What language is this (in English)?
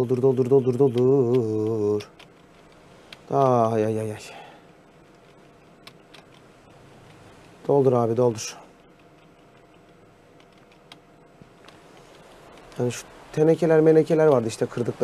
Turkish